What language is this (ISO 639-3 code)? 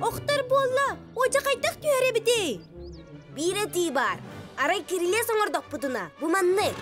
sah